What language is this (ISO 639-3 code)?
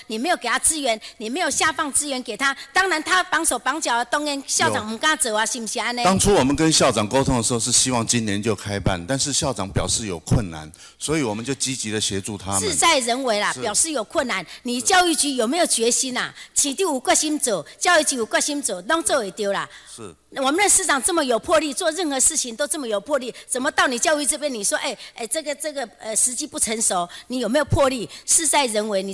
zho